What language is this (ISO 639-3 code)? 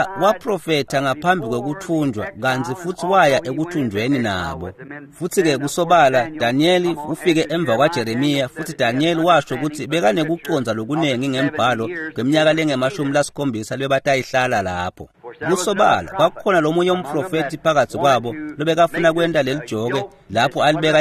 ssw